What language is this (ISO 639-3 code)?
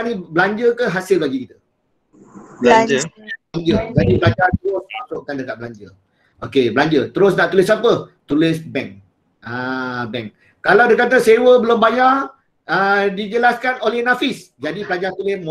msa